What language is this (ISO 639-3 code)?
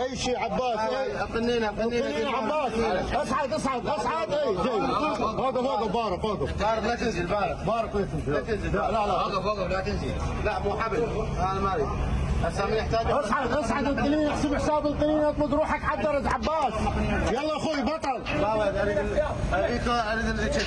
acm